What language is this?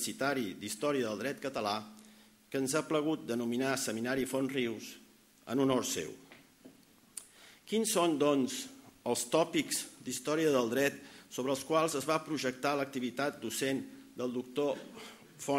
Catalan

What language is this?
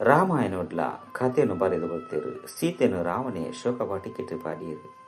Tulu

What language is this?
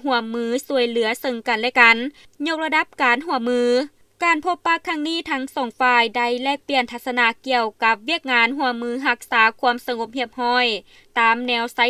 Lao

